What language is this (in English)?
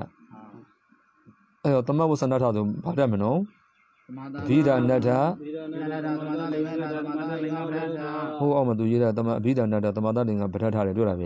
Burmese